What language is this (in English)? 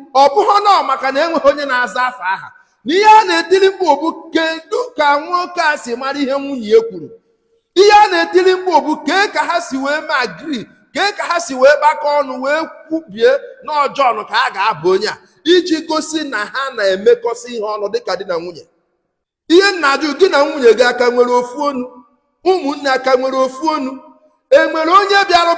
Igbo